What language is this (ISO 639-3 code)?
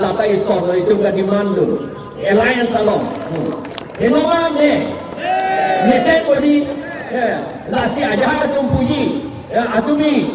mjw